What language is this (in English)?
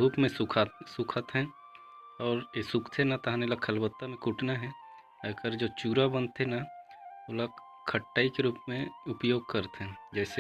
Chhattisgarhi